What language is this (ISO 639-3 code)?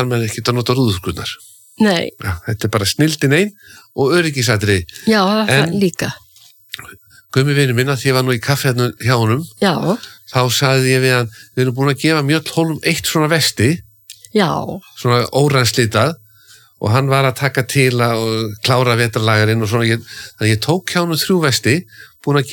isl